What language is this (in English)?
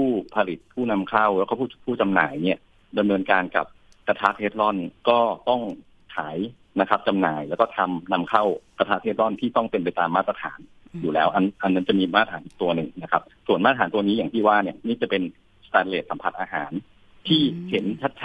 Thai